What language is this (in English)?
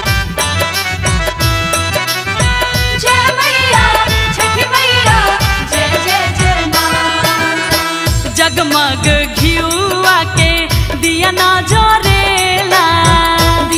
Bhojpuri